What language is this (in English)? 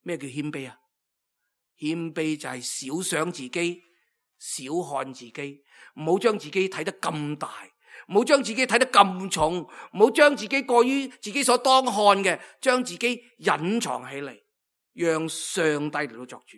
Cantonese